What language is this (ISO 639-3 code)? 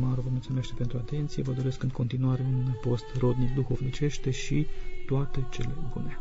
ron